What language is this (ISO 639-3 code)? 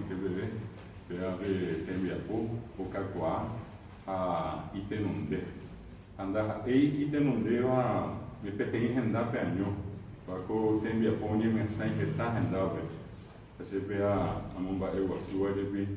grn